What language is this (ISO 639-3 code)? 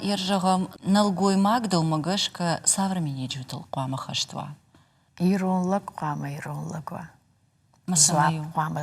oss